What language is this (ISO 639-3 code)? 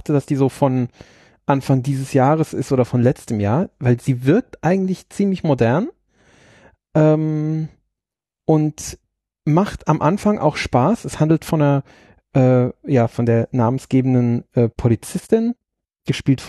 deu